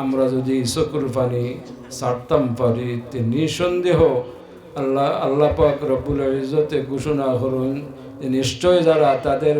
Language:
Sylheti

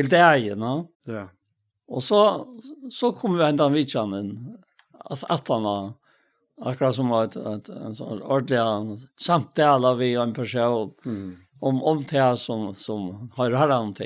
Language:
Faroese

